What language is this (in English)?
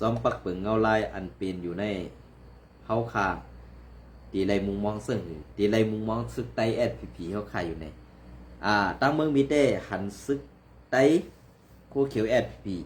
Shan